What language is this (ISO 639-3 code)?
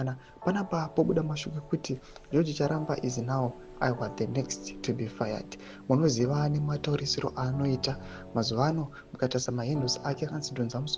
sna